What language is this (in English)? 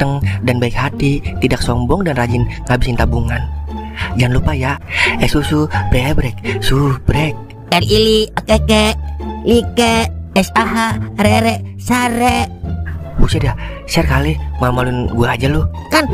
Betawi